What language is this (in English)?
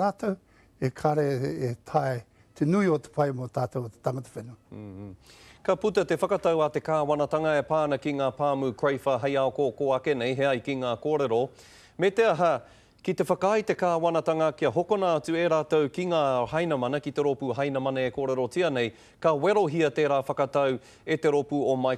Māori